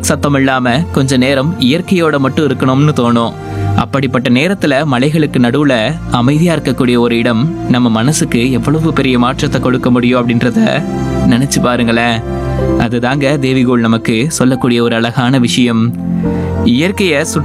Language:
Tamil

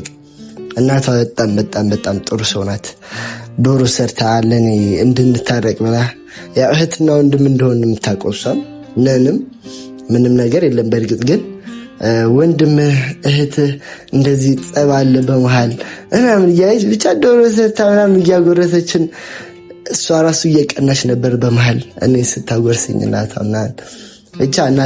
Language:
Amharic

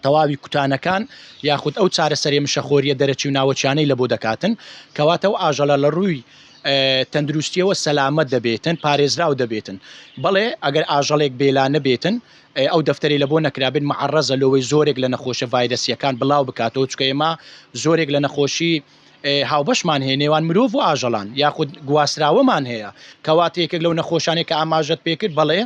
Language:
Central Kurdish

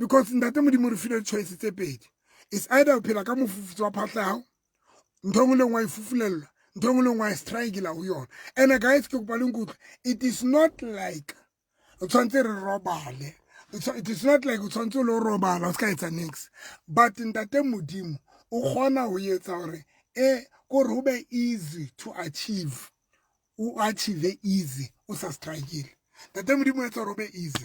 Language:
Southern Sotho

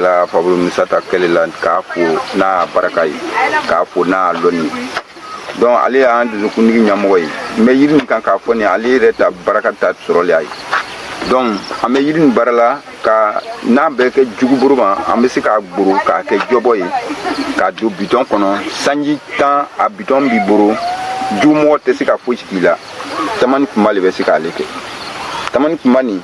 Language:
Bambara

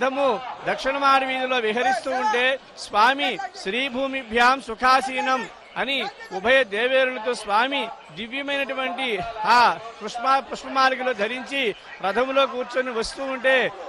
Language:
Telugu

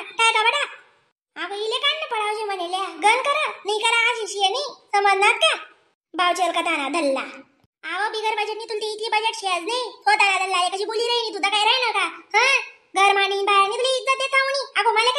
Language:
Khandesi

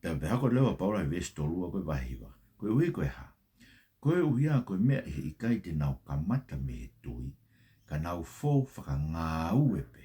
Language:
Tongan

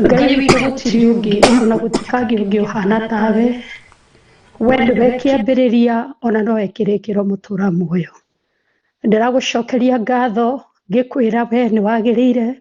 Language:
Kikuyu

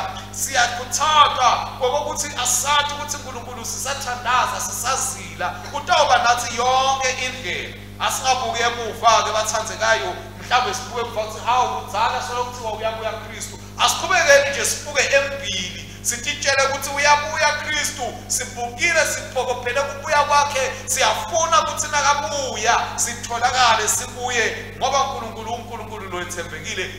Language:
Swati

